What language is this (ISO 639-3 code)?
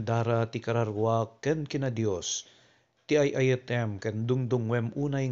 ilo